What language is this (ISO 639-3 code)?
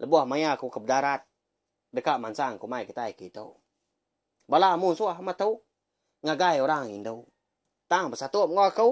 iba